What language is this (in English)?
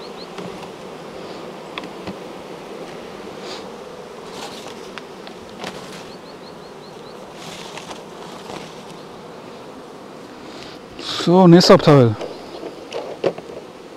German